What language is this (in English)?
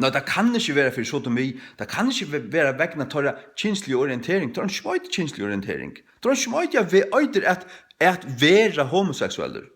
Faroese